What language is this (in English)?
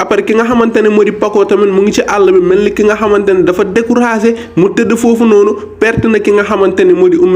Wolof